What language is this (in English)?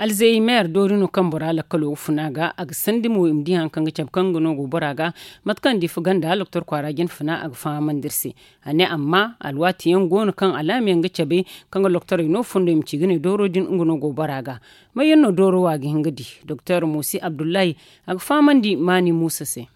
Zarma